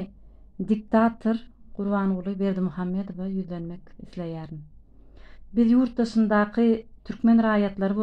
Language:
Turkmen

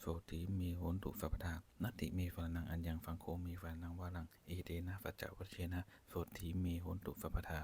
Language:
Pali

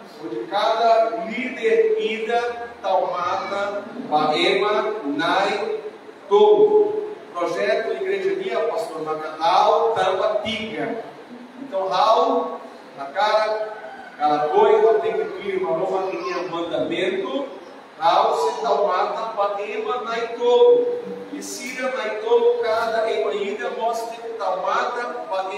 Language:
Tetum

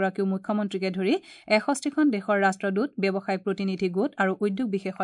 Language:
Assamese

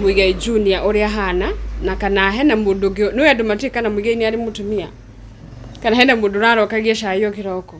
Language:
Kikuyu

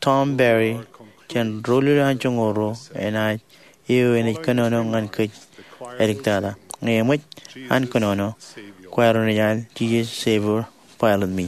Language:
Marshallese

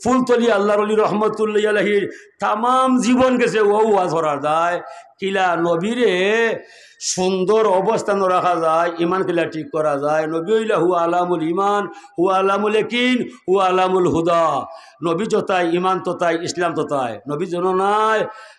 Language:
Sylheti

